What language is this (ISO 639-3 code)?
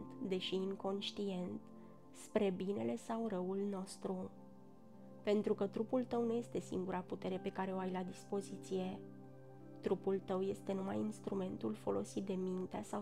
ron